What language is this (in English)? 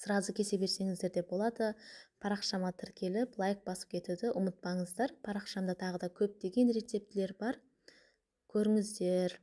Kazakh